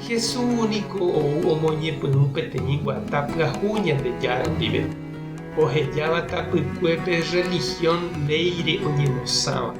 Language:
Guarani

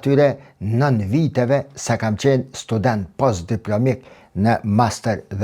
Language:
Albanian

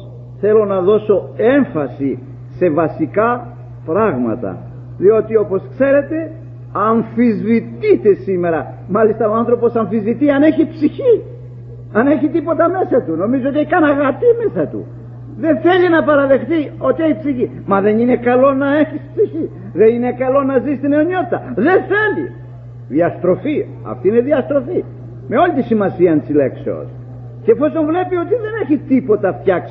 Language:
Greek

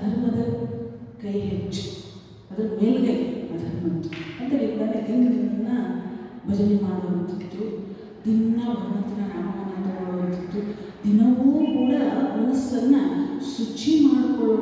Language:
Kannada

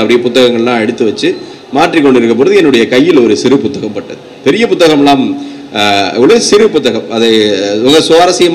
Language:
Tamil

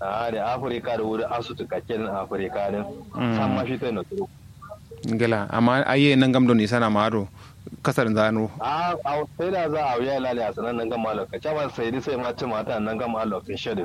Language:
Kanuri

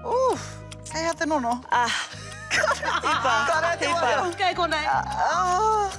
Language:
Māori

